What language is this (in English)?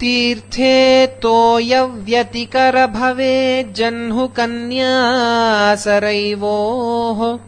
Sanskrit